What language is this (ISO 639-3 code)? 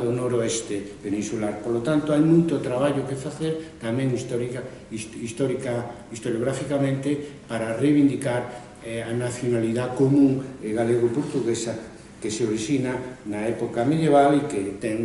glg